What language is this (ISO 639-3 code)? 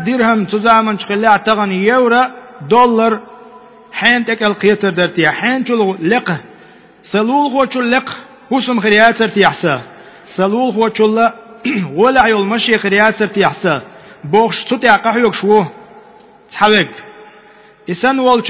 che